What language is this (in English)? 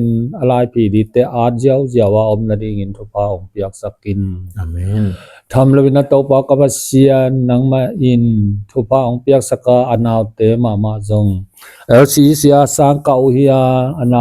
Tedim Chin